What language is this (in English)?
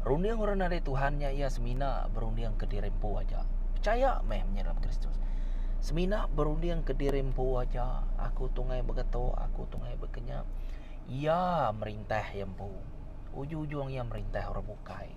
Iban